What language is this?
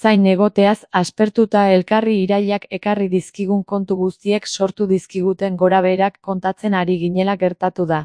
Basque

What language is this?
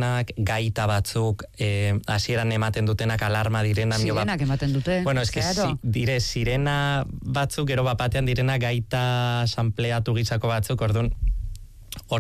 Basque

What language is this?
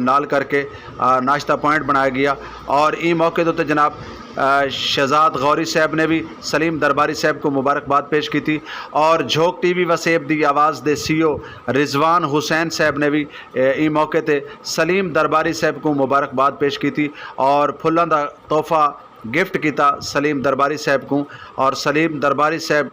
Saraiki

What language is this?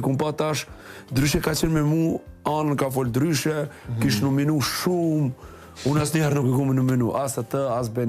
Albanian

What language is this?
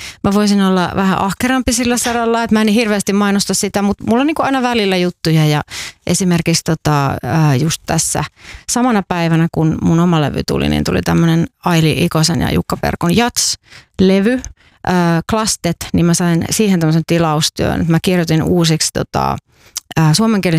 Finnish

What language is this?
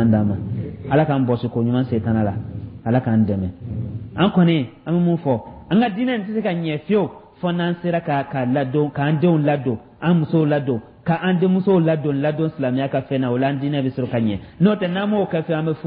Dyula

